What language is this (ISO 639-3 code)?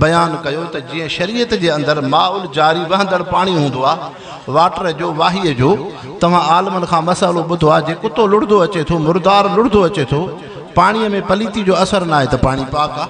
snd